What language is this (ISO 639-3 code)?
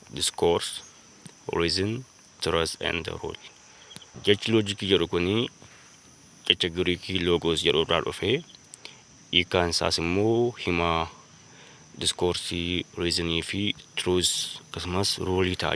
orm